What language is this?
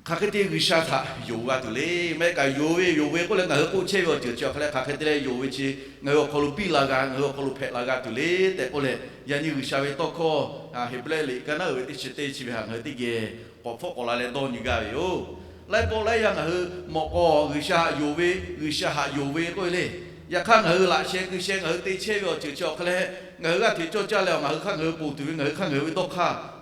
Lahu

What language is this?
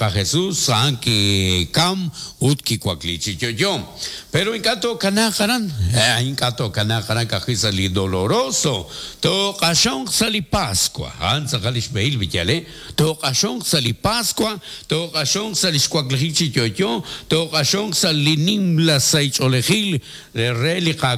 Kekchí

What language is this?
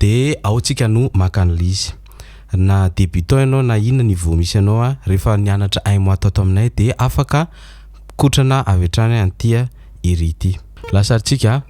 Malagasy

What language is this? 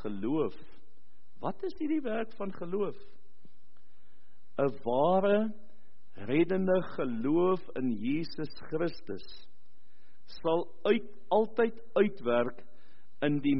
Afrikaans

